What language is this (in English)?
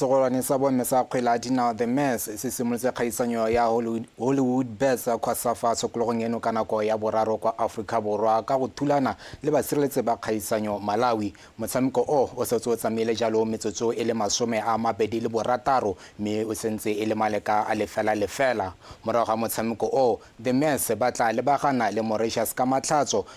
Tswana